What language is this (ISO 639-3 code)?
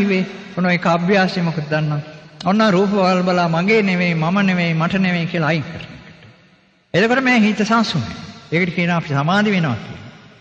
sin